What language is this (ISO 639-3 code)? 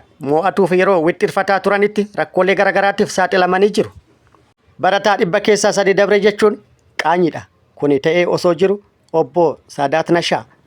orm